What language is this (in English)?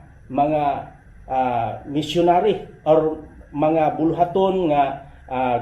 Cebuano